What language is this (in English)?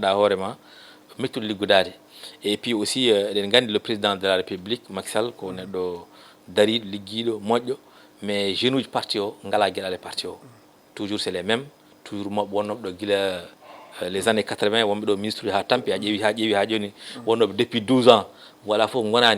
Fula